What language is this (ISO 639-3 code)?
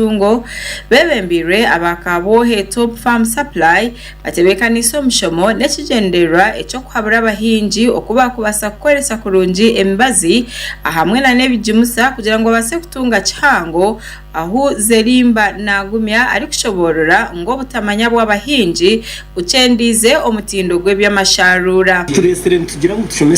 nyn